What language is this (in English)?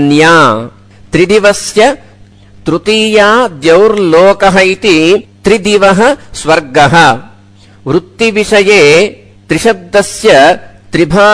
Sanskrit